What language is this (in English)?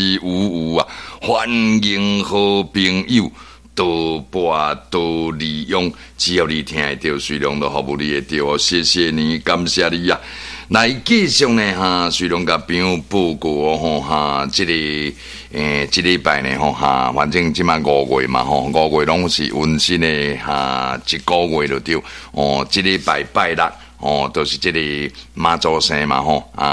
Min Nan Chinese